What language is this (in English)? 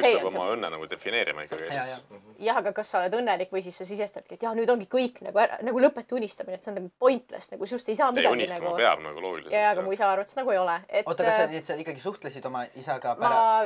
Estonian